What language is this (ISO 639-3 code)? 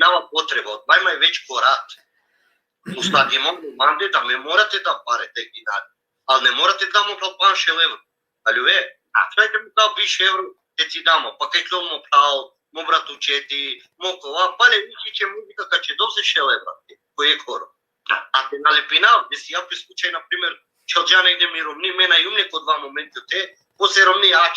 rmn